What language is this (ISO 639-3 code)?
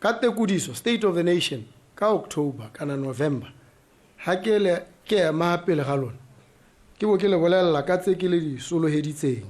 tsn